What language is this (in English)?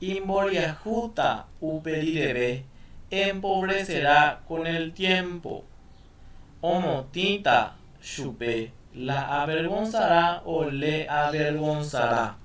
Guarani